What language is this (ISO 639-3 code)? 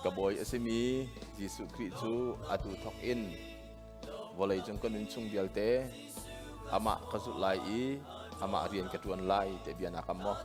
cnh